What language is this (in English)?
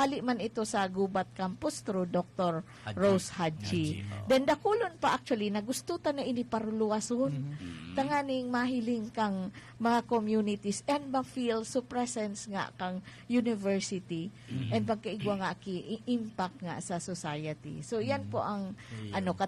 Bikol